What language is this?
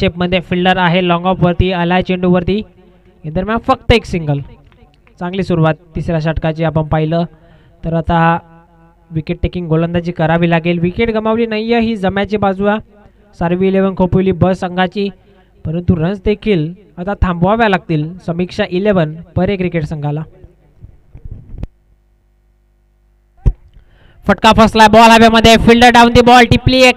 Marathi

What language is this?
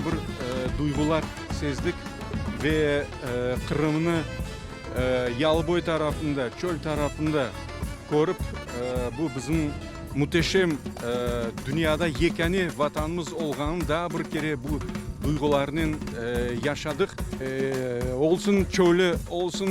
Crimean Tatar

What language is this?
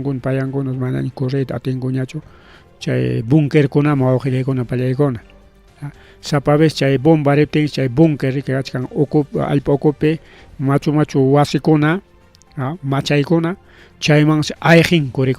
Ayacucho Quechua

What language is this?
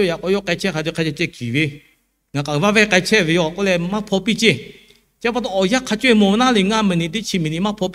Lahu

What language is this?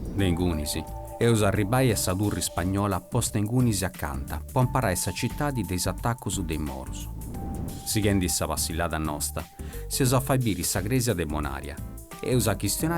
Sardinian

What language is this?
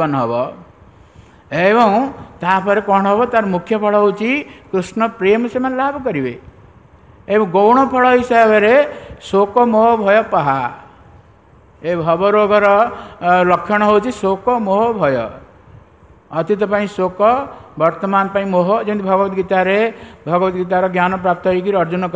Odia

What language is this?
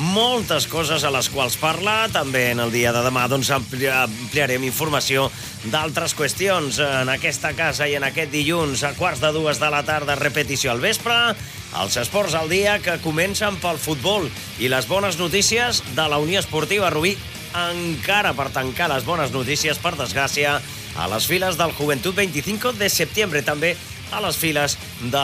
Catalan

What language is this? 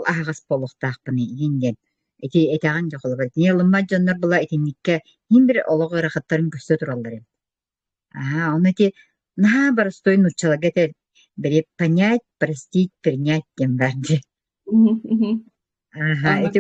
Yakut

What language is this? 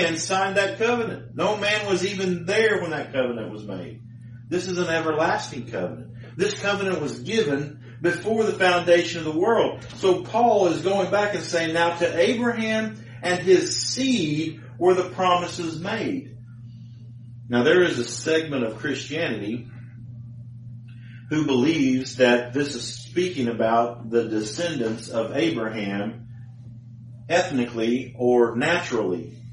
English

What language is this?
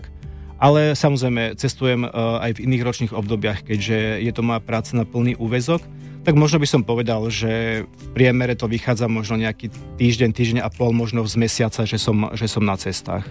Slovak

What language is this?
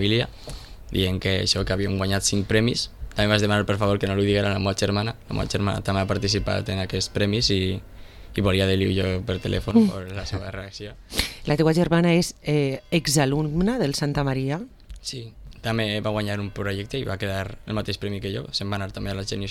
Catalan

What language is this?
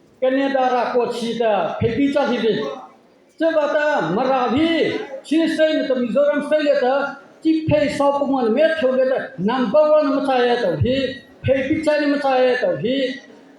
Mara Chin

